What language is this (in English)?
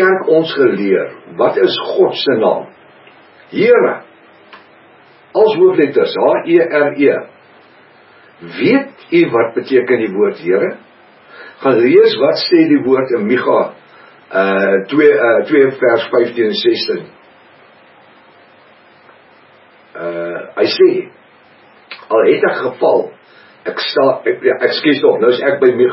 Afrikaans